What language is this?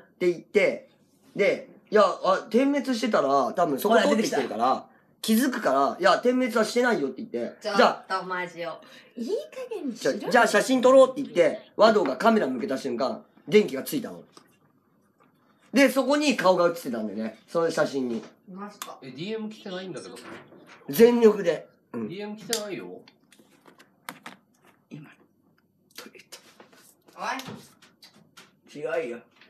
Japanese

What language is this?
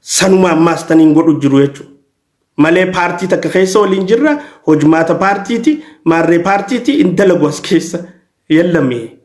Oromo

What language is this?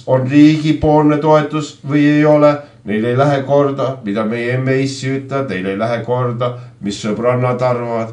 Estonian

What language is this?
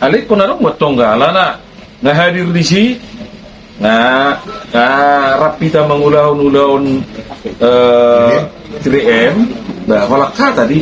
Batak Toba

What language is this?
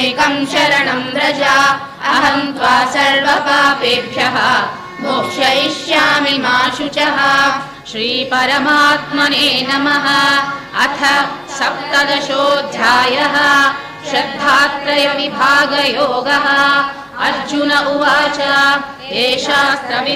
Sanskrit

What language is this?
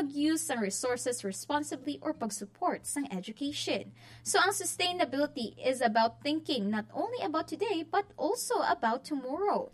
Hiligaynon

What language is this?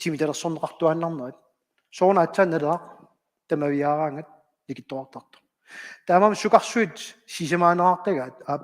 Kalaallisut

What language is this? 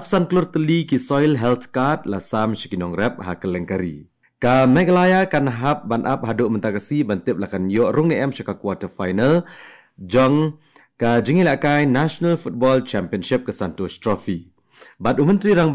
Khasi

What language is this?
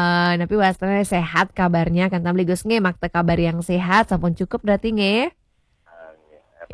Balinese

